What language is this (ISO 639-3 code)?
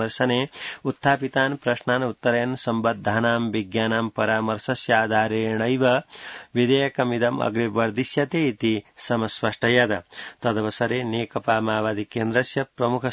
san